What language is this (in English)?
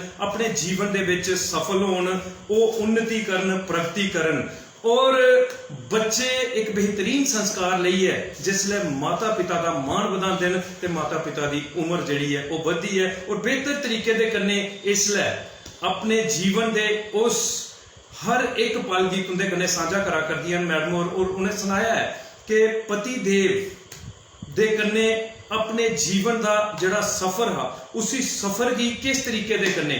Dogri